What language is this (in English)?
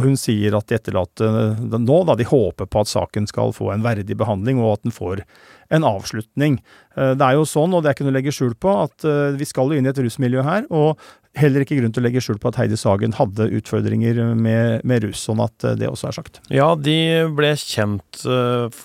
Norwegian